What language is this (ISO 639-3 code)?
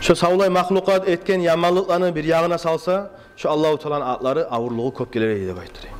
kum